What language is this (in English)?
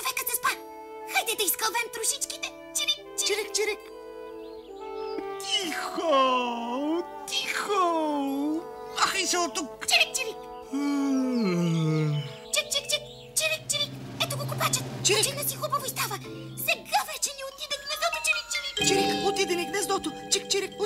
Bulgarian